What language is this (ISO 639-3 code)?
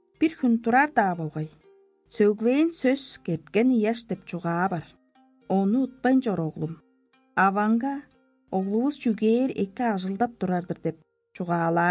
tyv